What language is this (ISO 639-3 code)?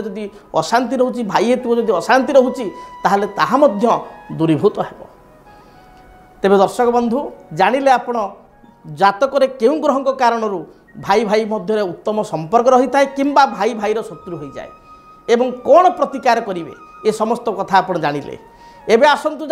ori